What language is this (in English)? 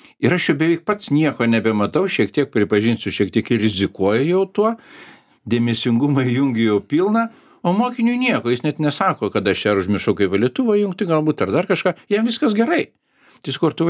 Lithuanian